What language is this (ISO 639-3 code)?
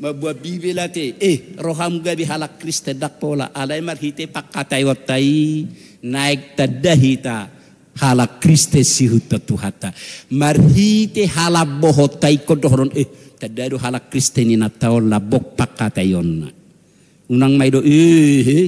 bbc